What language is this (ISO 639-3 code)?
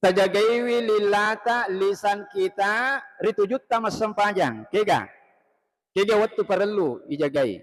bug